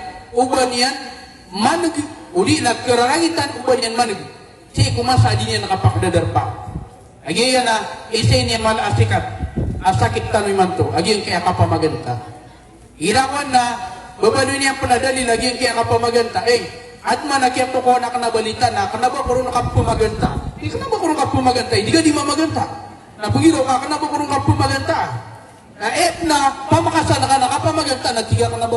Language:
Maranao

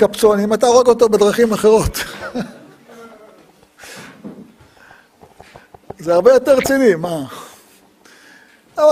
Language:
Hebrew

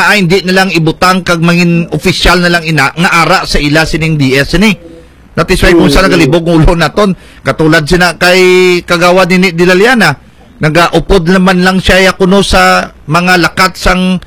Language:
Hiligaynon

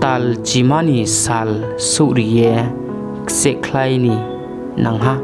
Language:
Riang (India)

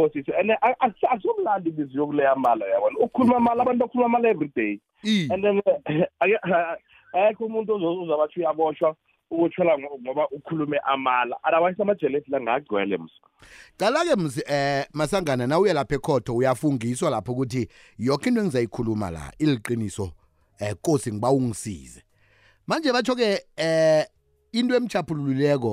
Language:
South Ndebele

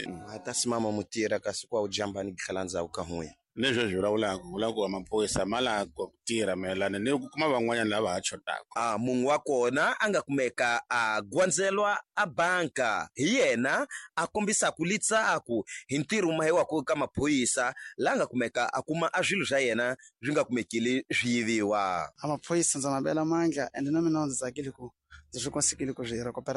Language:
Tsonga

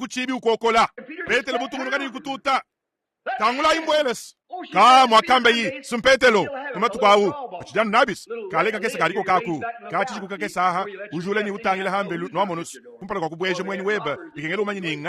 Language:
Luba-Lulua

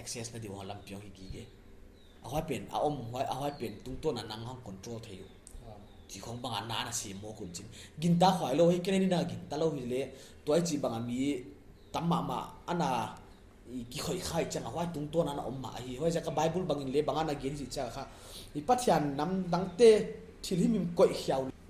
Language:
Paite Chin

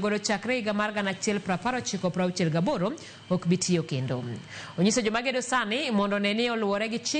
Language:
Luo (Kenya and Tanzania)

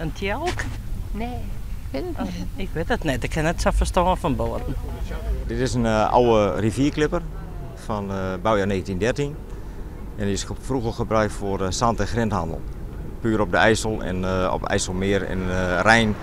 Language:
Western Frisian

